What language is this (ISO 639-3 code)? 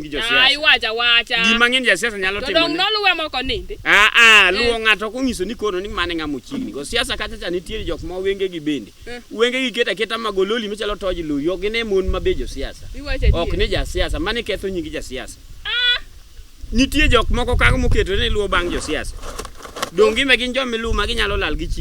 luo